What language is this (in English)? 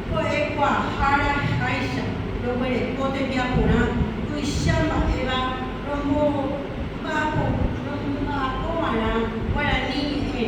Guarani